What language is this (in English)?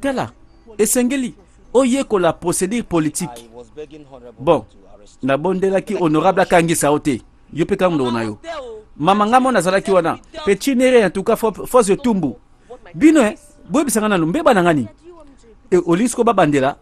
Lingala